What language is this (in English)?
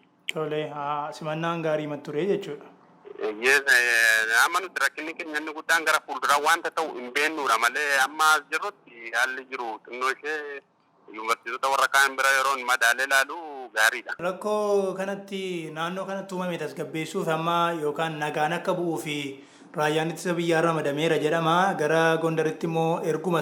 Oromo